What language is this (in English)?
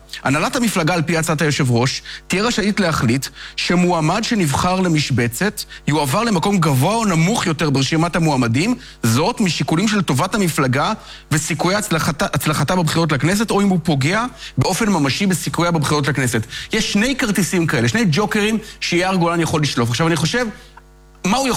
Hebrew